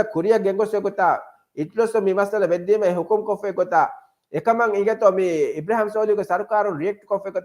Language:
Divehi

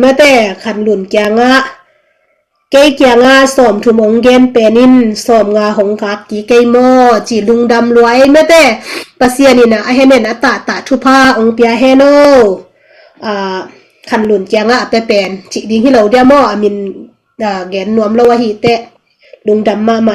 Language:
Tedim Chin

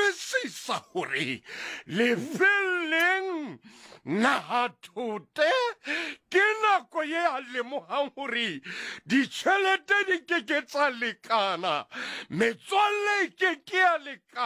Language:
Southern Sotho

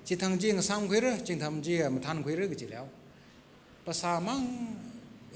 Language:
Tangkhul Naga (India)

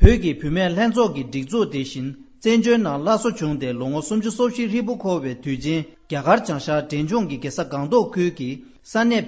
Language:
Tibetan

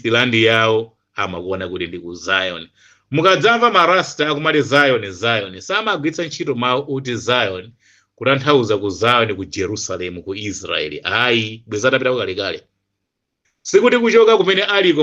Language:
Nyanja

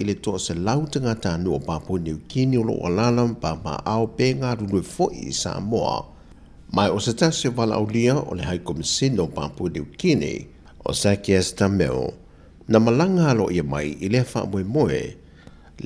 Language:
Samoan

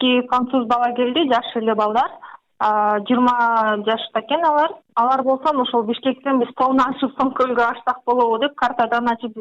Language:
Kyrgyz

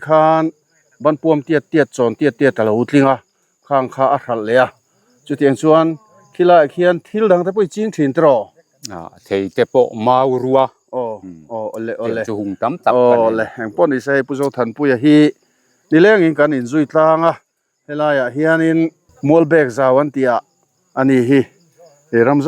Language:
Mizo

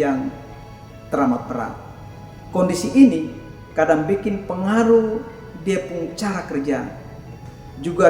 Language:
Kupang Malay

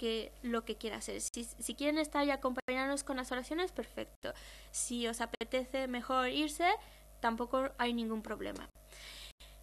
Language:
Spanish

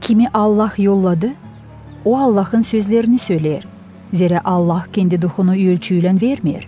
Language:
Gagauz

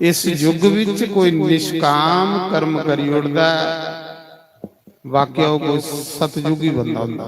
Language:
Dogri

